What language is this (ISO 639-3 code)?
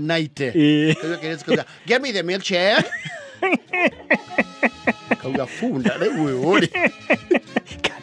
kik